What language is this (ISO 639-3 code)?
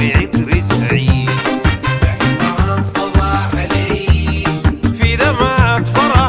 ara